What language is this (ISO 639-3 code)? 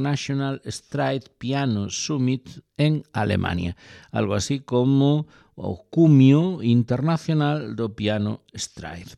glg